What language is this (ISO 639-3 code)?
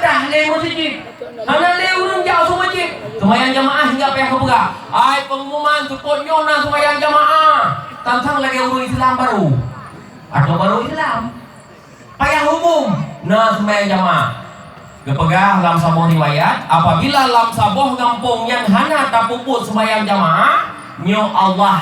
ace